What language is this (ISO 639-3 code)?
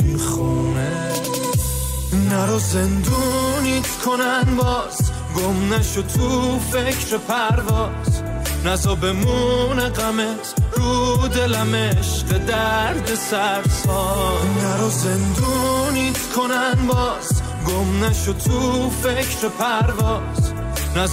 fas